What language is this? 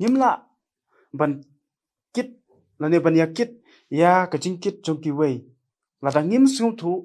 Khasi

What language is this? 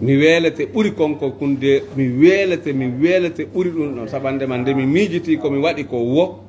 Fula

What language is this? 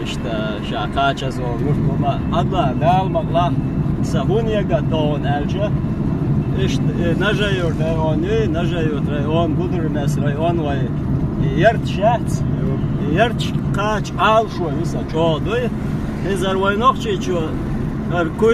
Chechen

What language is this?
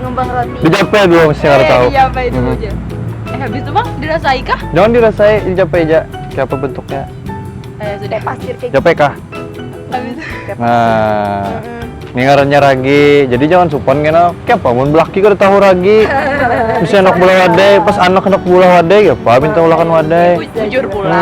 Banjar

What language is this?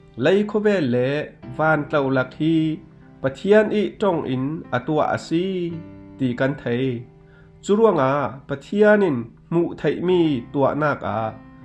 Falam Chin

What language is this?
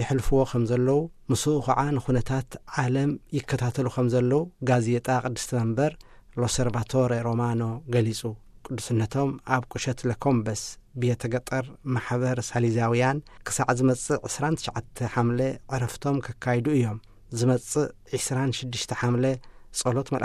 Tigrinya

